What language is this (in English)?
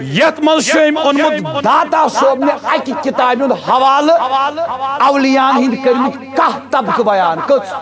Kashmiri